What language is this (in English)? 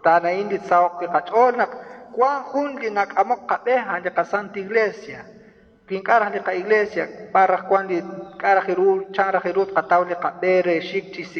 Kekchí